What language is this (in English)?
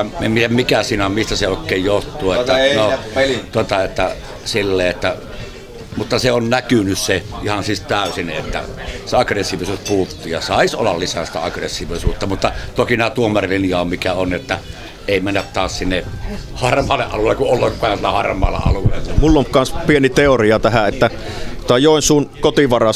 Finnish